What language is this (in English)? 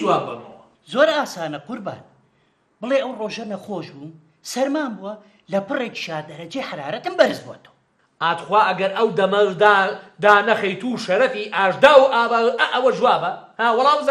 Central Kurdish